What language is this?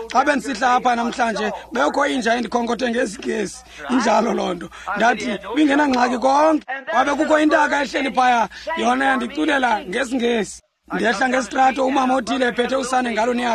Xhosa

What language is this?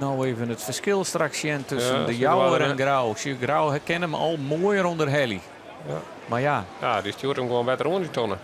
Western Frisian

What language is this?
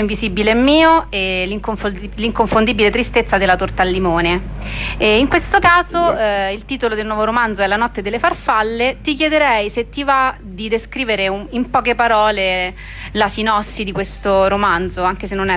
Italian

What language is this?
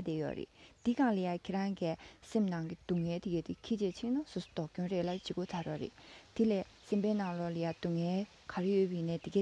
Tibetan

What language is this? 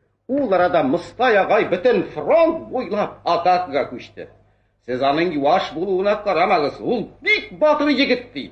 Tatar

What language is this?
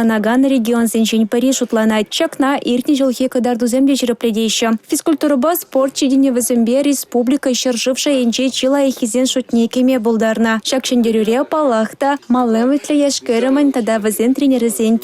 Chuvash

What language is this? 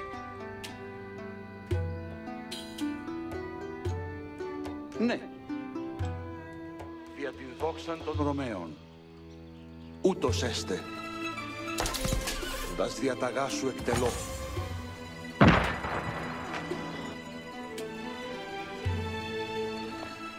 Greek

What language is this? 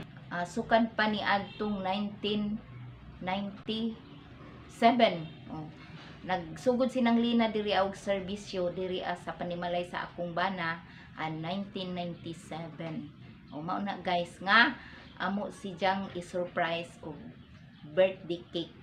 Cebuano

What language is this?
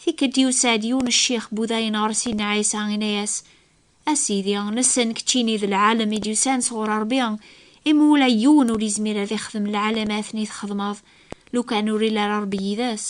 Kabyle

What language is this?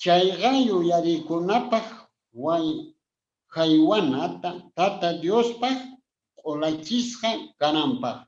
Quechua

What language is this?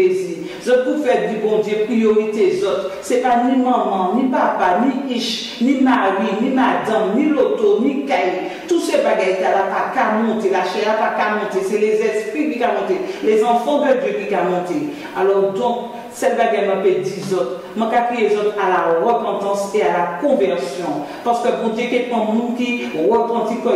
Guadeloupean Creole French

